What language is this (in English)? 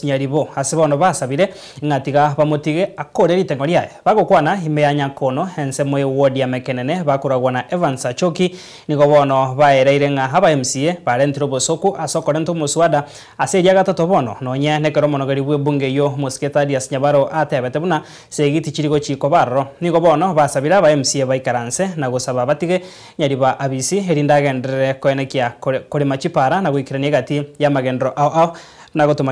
Gusii